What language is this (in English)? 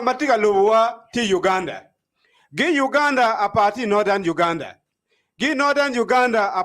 Acoli